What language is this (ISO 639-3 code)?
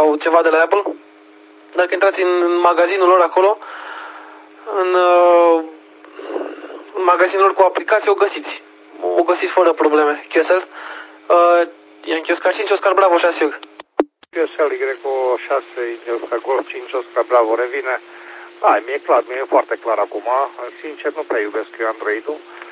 ron